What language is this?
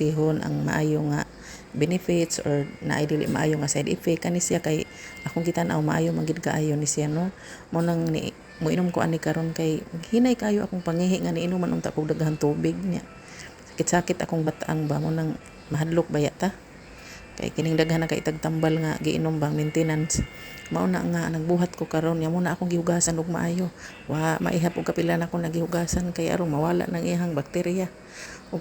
Cebuano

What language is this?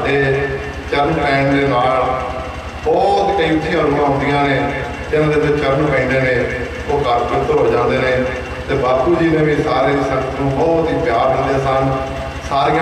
Punjabi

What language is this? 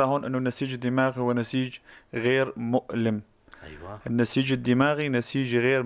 North Levantine Arabic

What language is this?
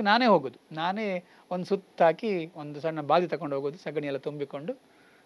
Kannada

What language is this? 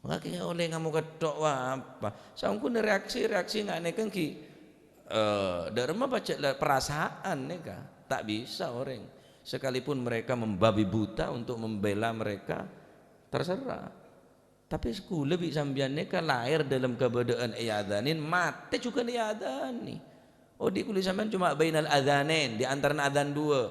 Madurese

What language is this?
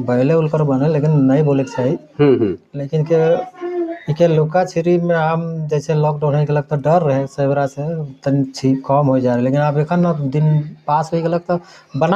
Sadri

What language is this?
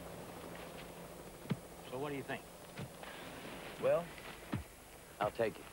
Finnish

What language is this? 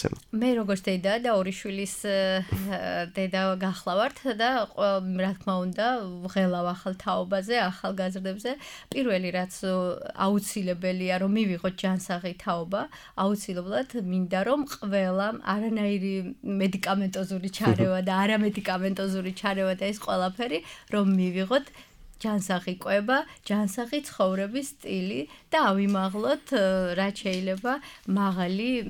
Georgian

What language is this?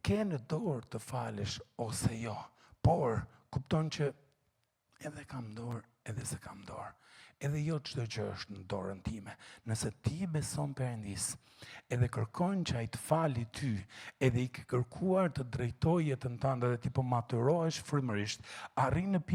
Albanian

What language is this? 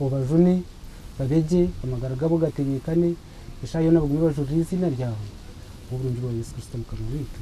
Nyankole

